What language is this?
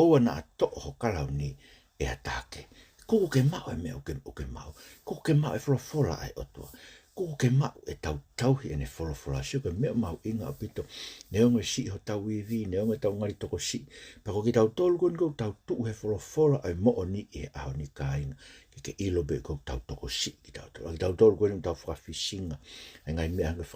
Tongan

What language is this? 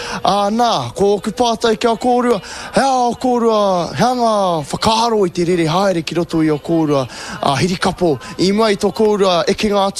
Māori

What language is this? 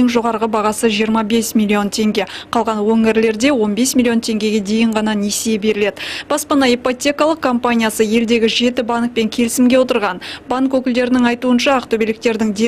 Kazakh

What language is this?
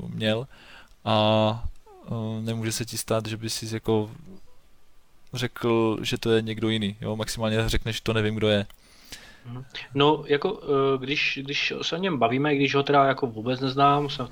Czech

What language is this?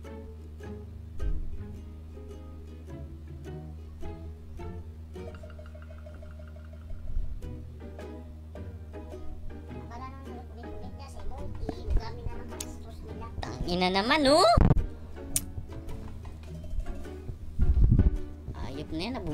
Filipino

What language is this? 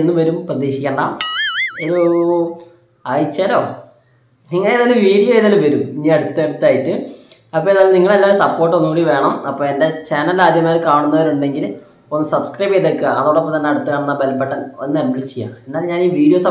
Malayalam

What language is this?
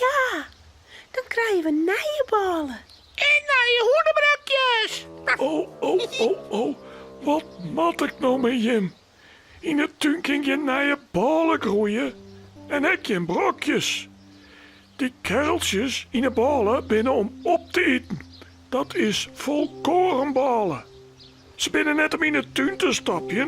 Western Frisian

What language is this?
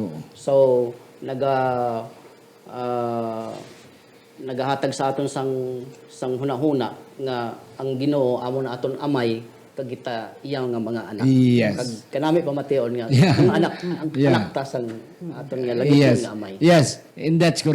Hiligaynon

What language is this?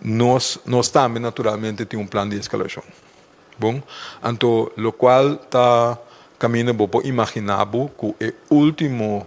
Papiamento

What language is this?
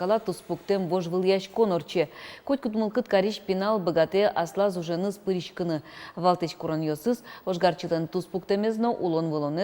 Udmurt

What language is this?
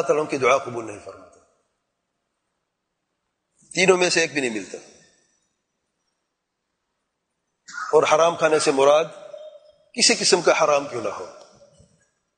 Urdu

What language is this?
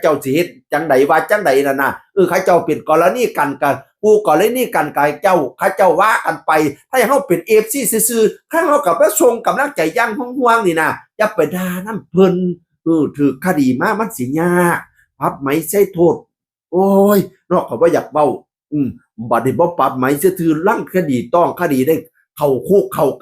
Northeastern Thai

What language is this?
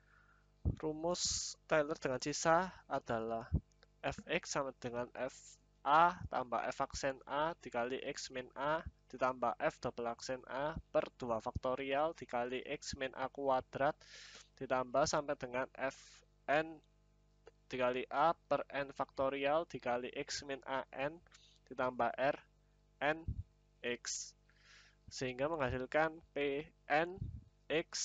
Indonesian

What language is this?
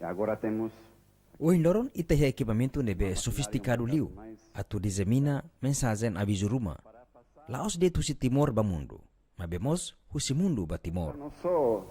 Tetum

